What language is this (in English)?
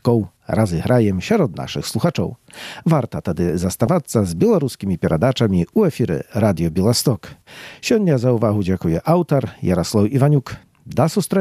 Belarusian